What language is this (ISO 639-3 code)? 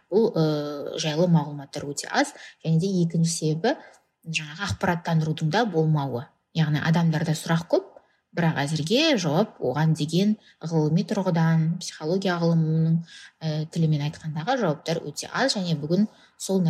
kaz